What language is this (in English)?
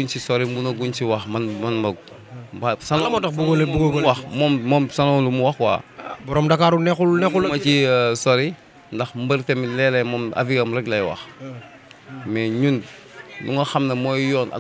Wolof